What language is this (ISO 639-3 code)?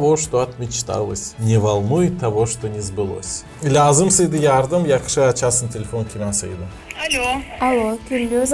gag